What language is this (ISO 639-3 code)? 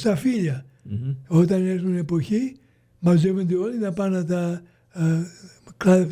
ell